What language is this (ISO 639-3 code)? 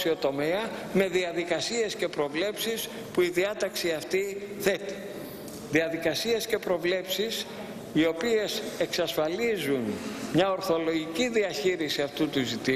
ell